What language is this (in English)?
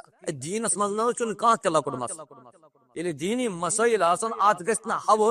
Kashmiri